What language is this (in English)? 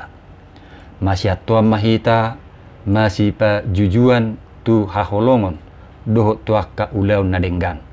Batak Toba